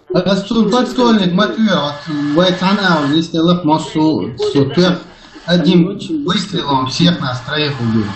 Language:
Chechen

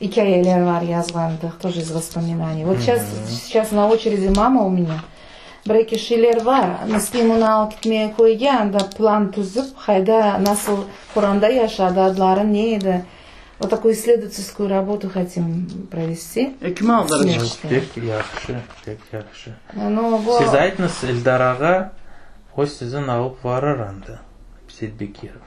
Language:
Crimean Tatar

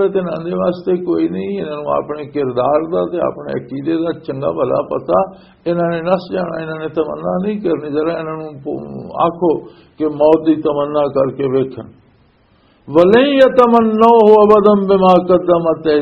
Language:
Western Panjabi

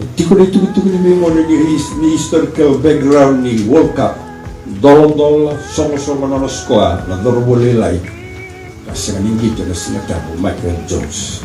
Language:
Fijian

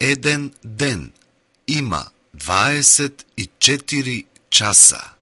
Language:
Macedonian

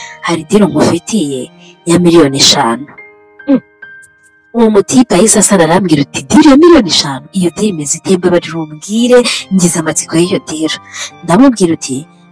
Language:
Kinyarwanda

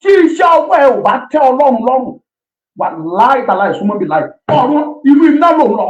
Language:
Yoruba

